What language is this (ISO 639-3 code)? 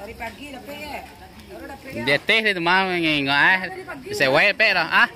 min